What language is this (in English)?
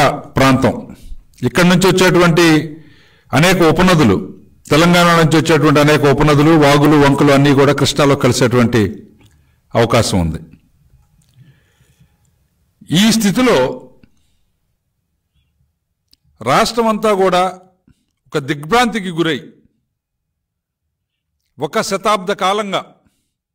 Telugu